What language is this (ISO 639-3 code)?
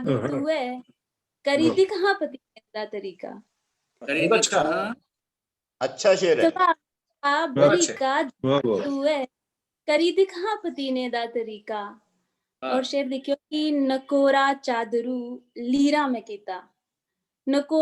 doi